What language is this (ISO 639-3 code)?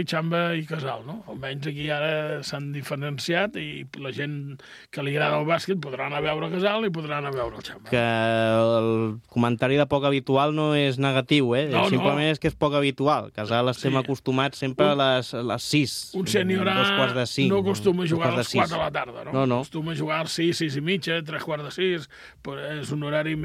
cat